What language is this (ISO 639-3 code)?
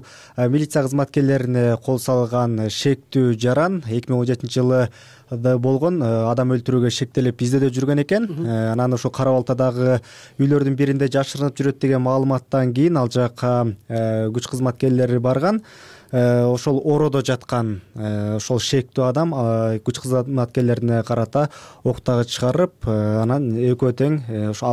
kir